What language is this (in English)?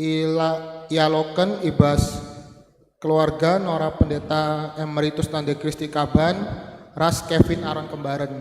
Batak Karo